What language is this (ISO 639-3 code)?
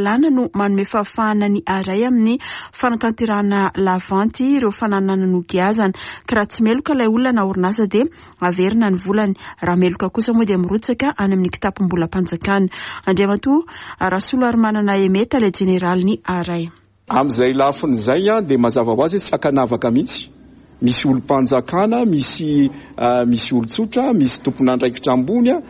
mlg